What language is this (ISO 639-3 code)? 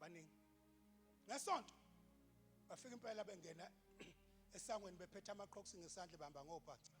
zul